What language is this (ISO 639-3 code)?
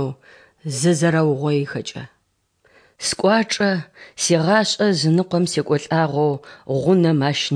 ady